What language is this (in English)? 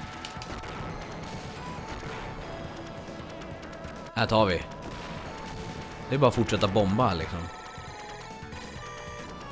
Swedish